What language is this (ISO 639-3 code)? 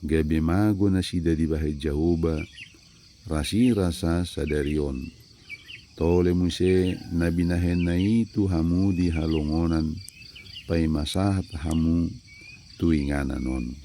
bbc